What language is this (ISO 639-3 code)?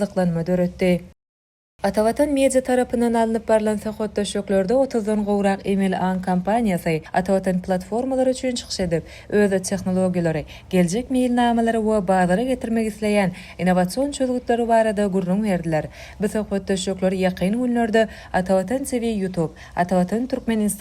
tuk